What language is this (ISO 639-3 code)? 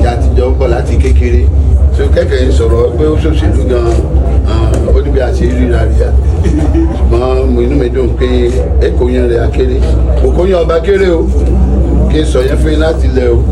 yor